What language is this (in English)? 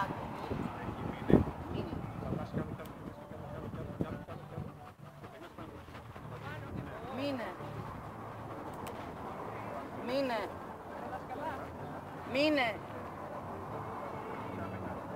Greek